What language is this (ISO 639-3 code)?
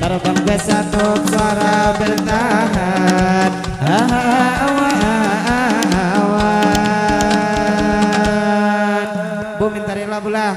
bjn